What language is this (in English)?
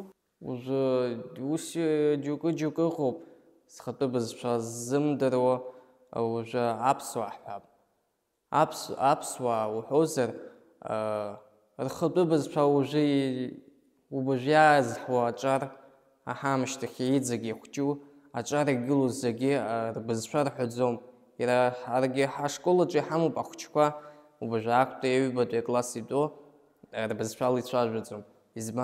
Abkhazian